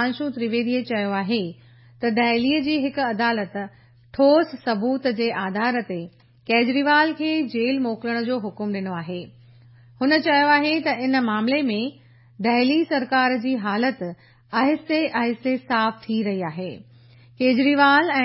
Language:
Sindhi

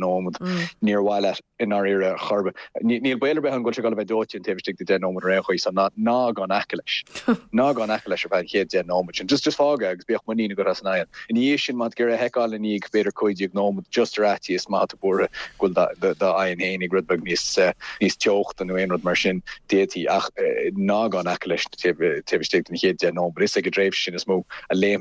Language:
Irish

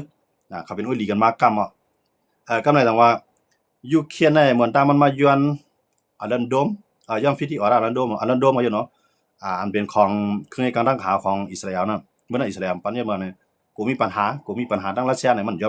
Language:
Shan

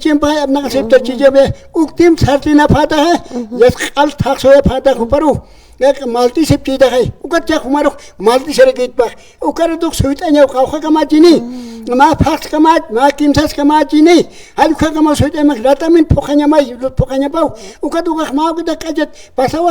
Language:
Aymara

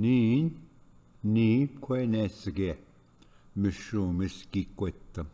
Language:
Ojibwa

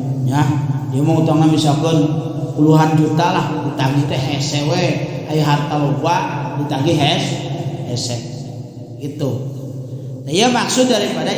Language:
Sundanese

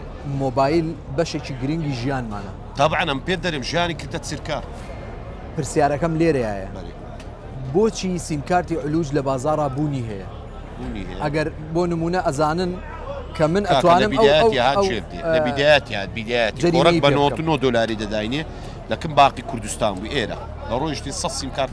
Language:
Central Kurdish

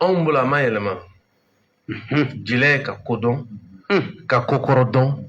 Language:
Bambara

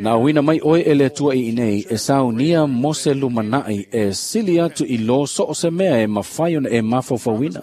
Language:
Samoan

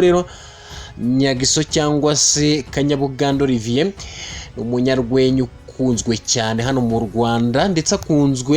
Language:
Kinyarwanda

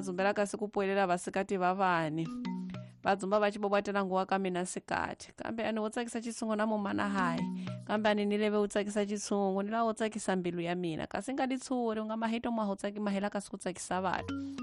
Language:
Tsonga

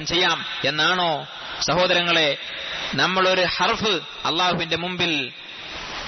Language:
Malayalam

